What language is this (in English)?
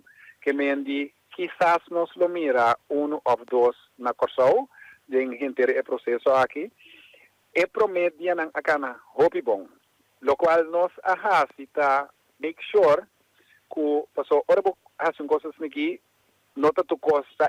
Papiamento